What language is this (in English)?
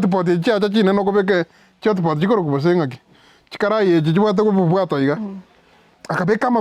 Gusii